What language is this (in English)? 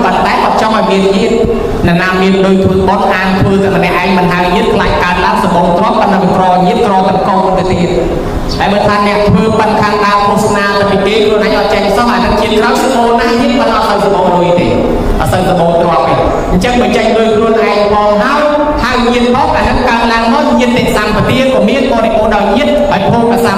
Khmer